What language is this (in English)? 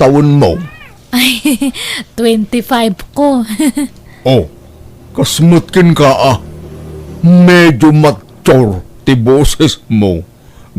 Iloko